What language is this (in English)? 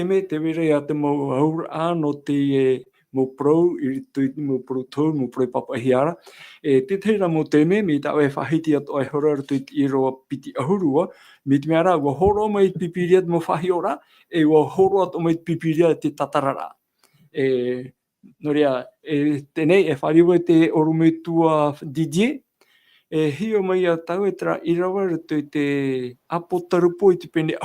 Tahitian